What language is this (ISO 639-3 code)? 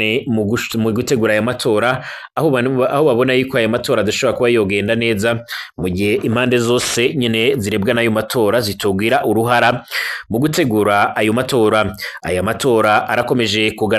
run